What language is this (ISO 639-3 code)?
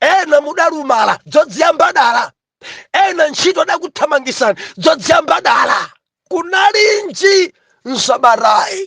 nya